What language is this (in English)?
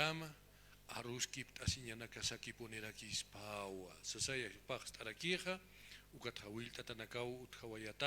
Aymara